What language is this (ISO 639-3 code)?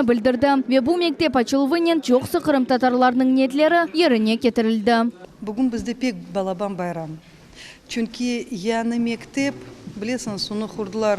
crh